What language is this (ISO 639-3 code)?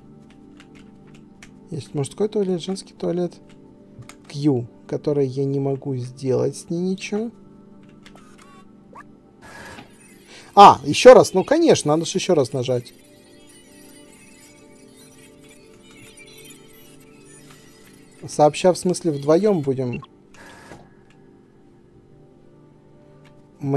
rus